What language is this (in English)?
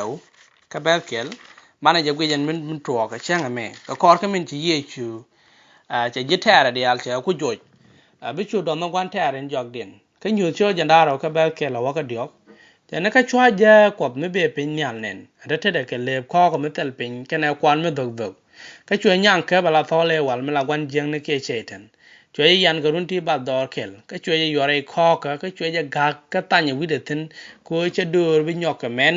Nuer